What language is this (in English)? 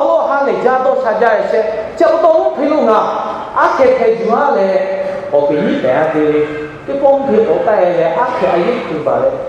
Lahu